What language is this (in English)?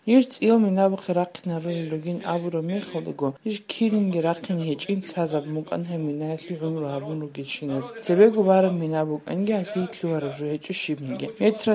Avaric